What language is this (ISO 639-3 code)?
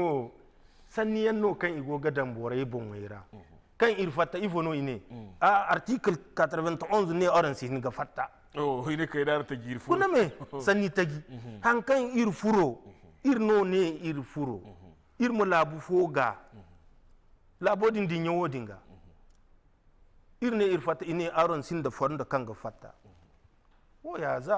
dje